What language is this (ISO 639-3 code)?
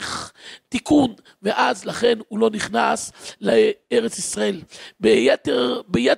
heb